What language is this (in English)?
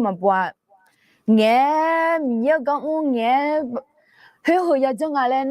Akha